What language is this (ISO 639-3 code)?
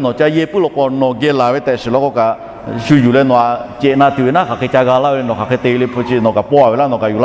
lhu